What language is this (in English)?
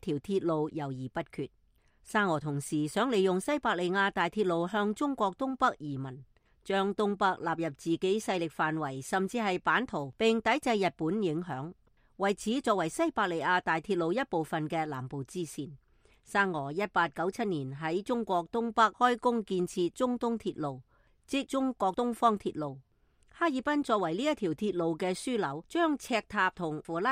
Cantonese